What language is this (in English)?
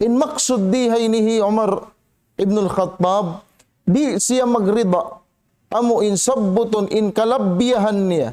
Tausug